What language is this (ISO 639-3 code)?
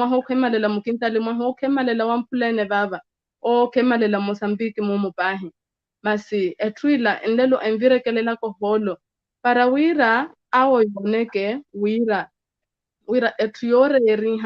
vmw